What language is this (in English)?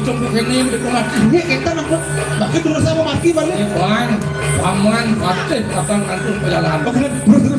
Balinese